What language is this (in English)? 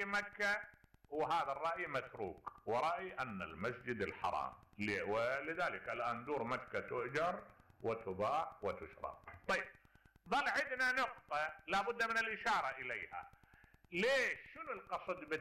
Mesopotamian Arabic